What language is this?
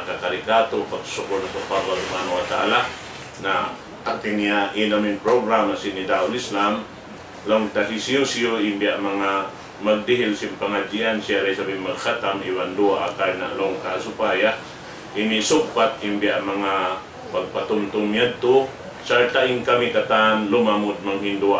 Tausug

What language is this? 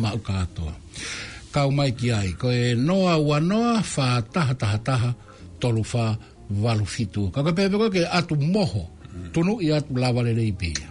Tongan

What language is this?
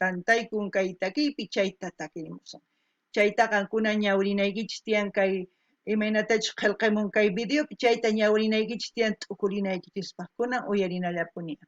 South Bolivian Quechua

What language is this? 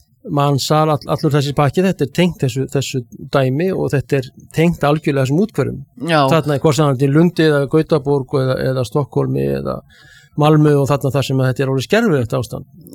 Icelandic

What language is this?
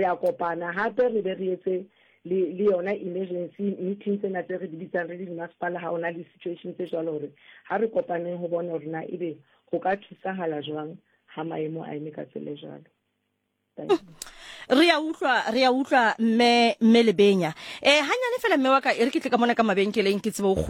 Southern Sotho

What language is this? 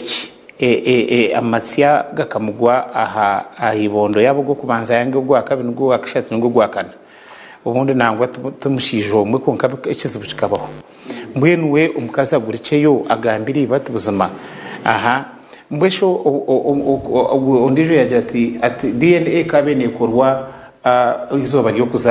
Nyankole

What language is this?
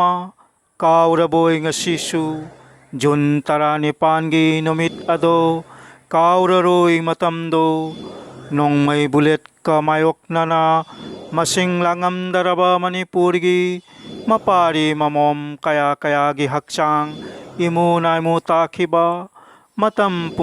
Manipuri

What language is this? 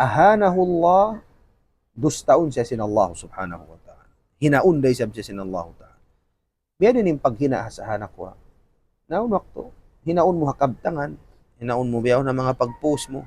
Tausug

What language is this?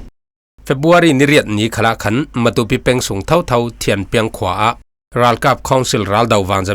Falam Chin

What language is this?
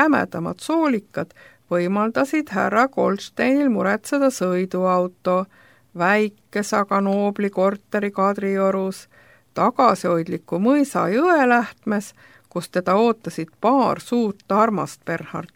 Estonian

